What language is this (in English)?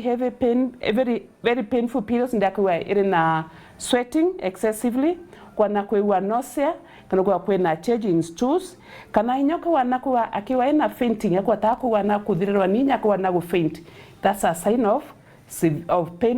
Meru